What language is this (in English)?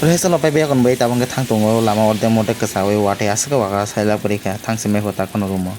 Kok Borok